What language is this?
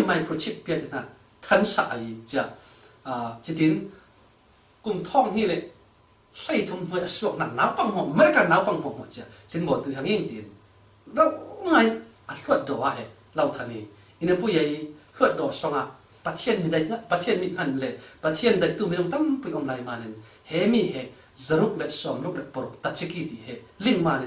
Falam Chin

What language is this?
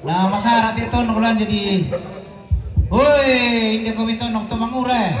Toraja-Sa'dan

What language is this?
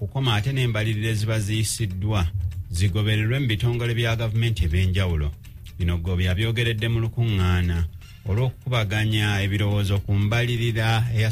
Ganda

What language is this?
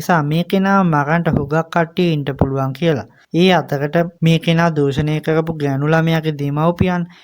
Sinhala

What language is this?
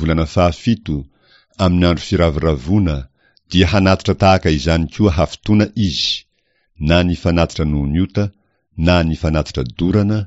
Malagasy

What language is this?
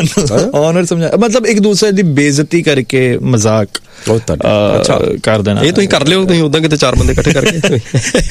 Punjabi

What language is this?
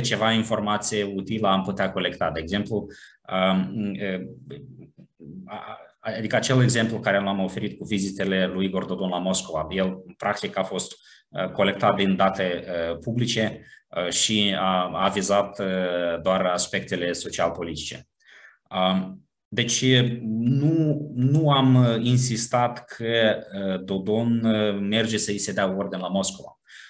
Romanian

